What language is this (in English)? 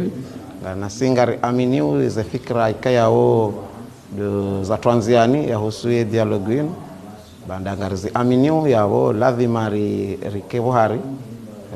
Ngazidja Comorian